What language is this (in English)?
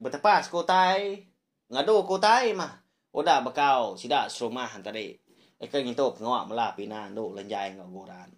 Iban